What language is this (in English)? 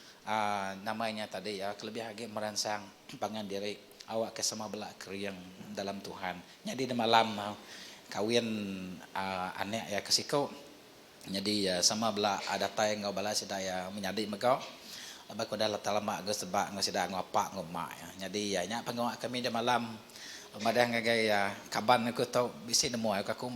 Iban